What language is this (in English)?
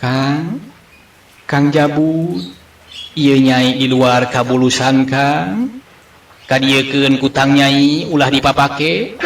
Sundanese